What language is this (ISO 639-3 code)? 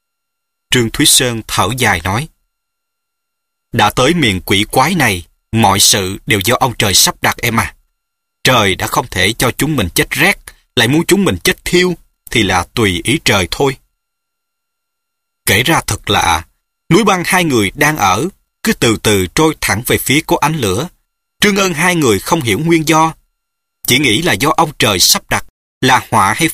vie